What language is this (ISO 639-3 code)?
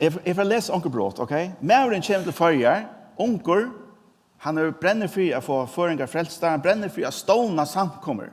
fao